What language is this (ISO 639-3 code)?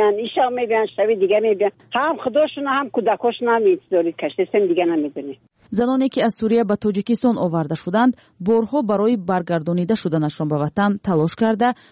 tgk